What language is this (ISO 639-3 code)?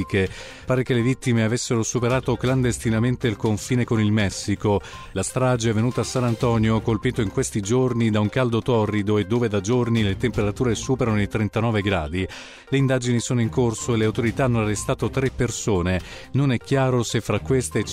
ita